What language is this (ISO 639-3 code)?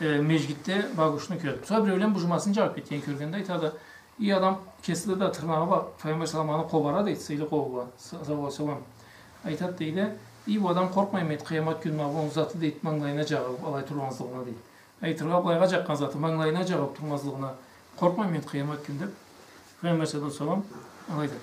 krc